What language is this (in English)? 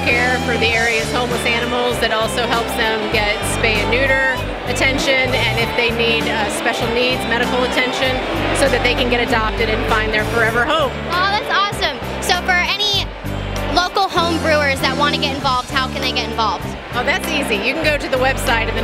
English